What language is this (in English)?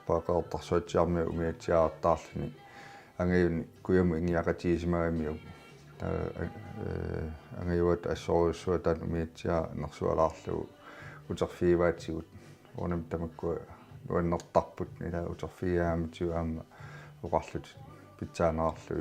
Kalaallisut